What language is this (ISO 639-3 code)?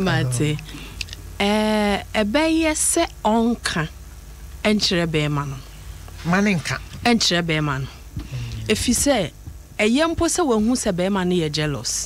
aka